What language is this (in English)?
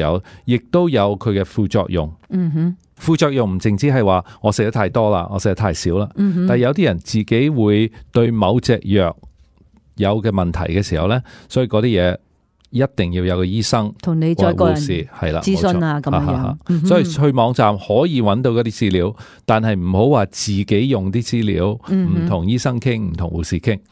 Cantonese